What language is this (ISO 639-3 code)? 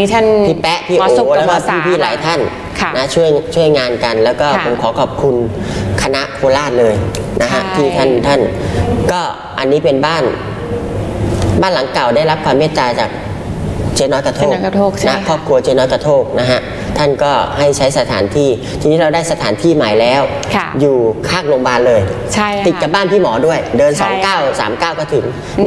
tha